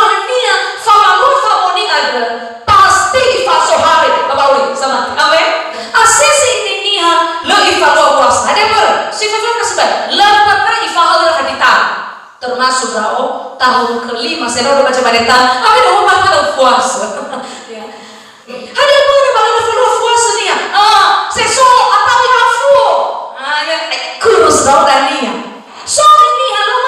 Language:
Nias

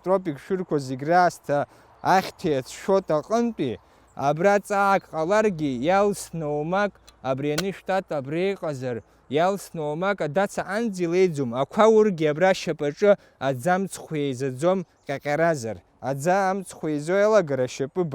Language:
Abkhazian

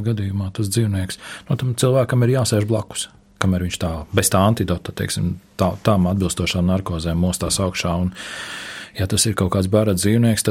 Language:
Latvian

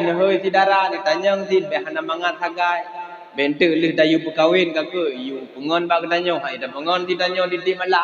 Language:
Achinese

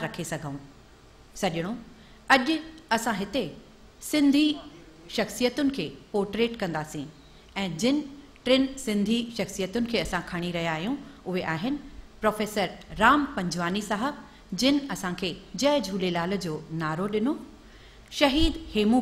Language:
Sindhi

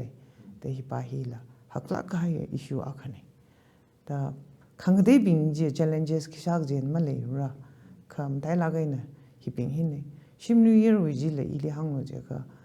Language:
Tangkhul Naga (India)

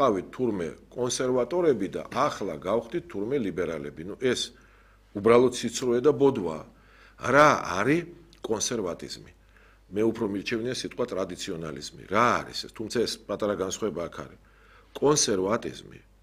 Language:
Georgian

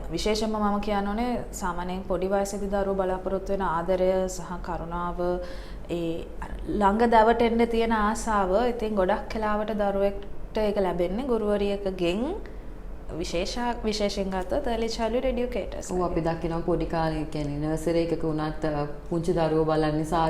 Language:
Sinhala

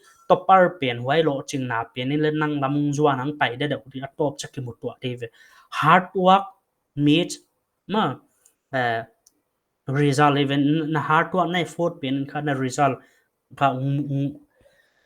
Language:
Paite Chin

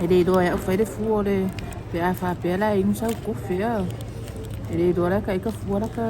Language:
Samoan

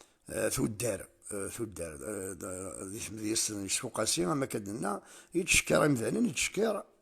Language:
Kabyle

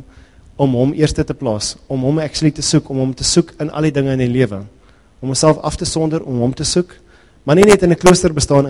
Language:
Afrikaans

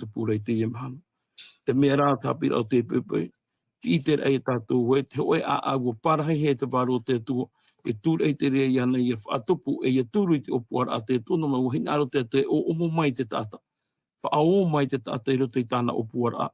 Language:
Tahitian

